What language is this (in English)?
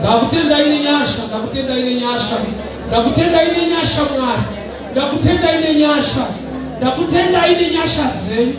Shona